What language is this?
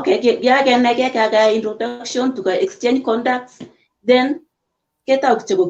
Kalenjin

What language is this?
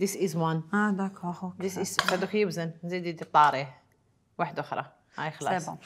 Algerian Arabic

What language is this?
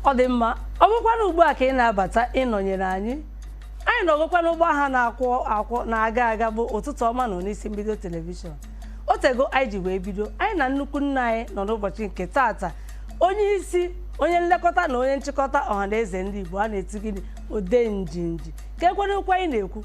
Igbo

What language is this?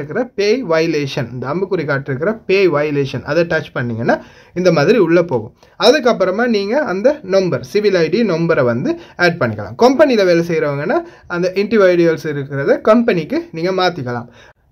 Tamil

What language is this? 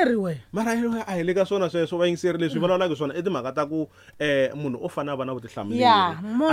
Tsonga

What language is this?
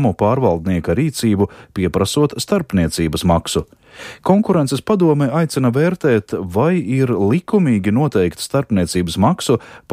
Latvian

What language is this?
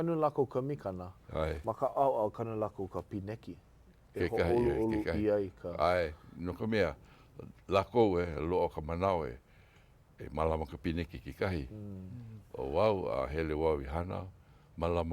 Hawaiian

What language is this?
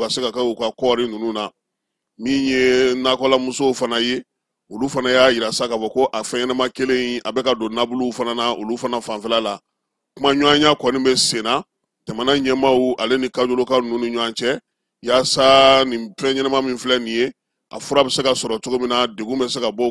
Bambara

